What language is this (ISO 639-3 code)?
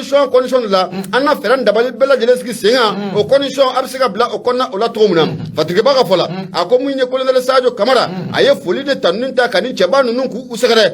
bam